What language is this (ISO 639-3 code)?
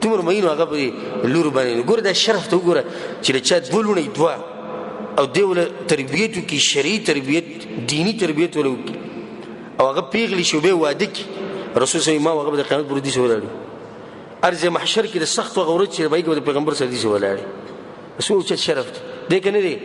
pus